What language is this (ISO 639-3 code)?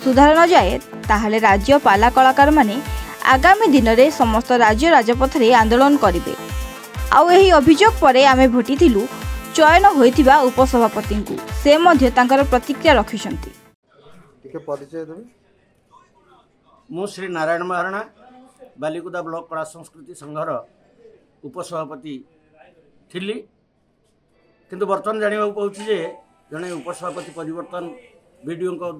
ori